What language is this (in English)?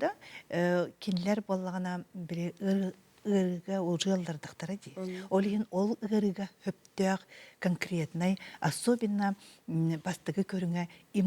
Yakut